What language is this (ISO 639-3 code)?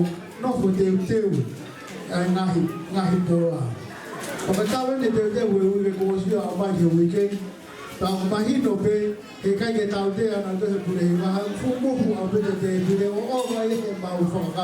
ton